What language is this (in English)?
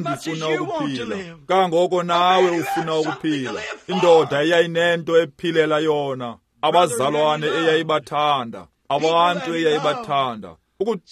Xhosa